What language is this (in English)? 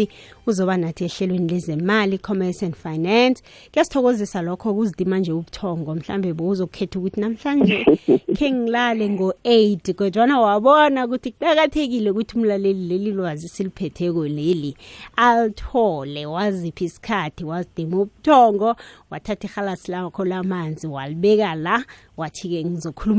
South Ndebele